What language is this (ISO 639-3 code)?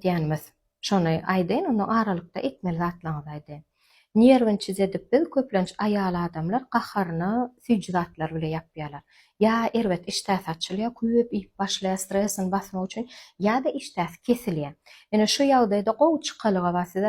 tuk